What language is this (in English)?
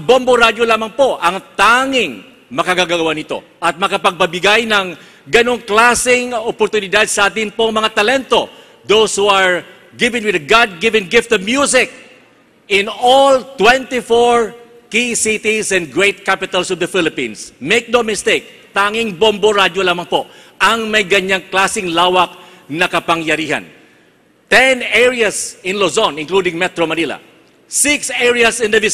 Filipino